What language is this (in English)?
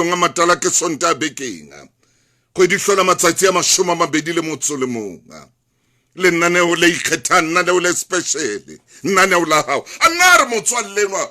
Southern Sotho